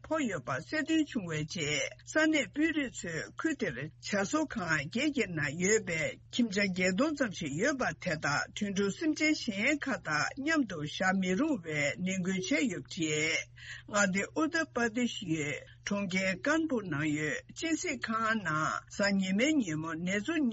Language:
Tibetan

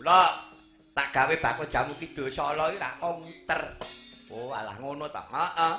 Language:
Javanese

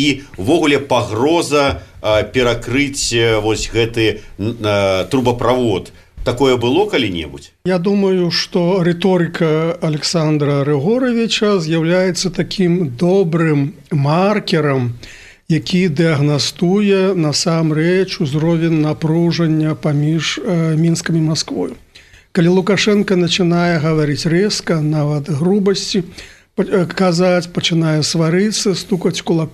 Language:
Belarusian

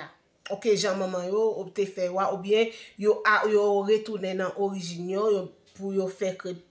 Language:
Haitian Creole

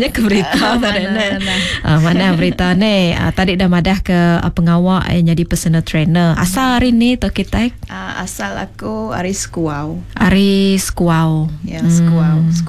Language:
Malay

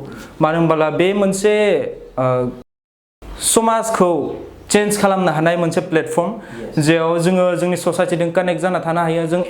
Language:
Bodo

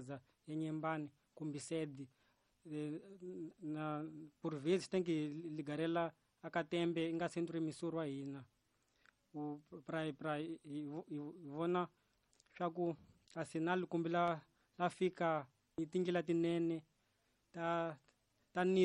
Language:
Tsonga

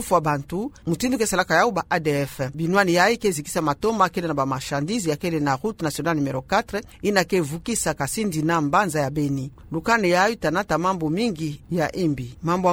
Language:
Kituba (Democratic Republic of Congo)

